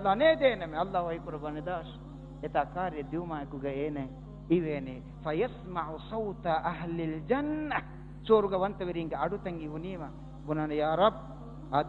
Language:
Divehi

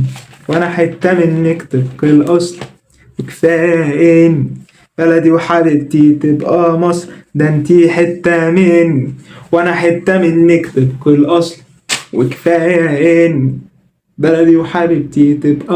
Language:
Egyptian Arabic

